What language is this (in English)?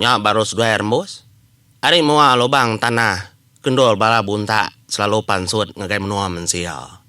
Iban